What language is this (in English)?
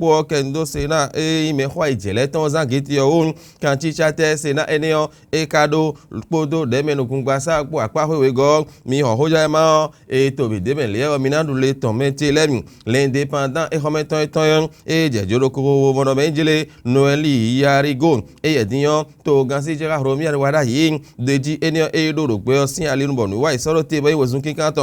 Fon